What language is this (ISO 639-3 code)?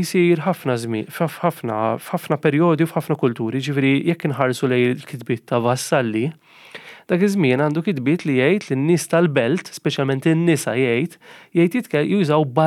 mlt